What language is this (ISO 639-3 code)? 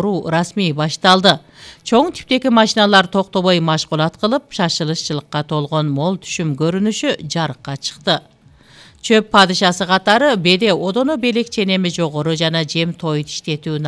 kir